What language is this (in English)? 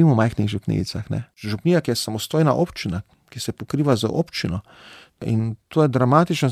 Slovenian